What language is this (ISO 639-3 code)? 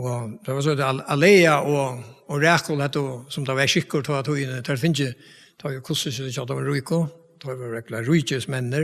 fao